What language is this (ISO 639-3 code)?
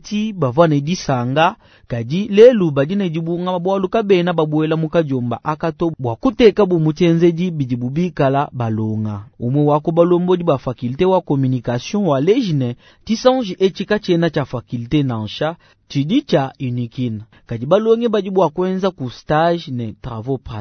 lua